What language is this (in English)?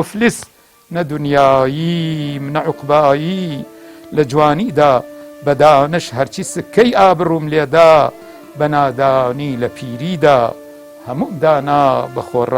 Central Kurdish